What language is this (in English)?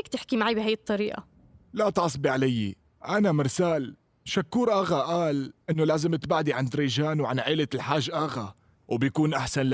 North Levantine Arabic